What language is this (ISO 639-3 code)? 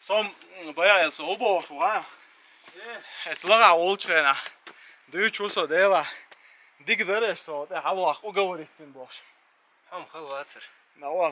che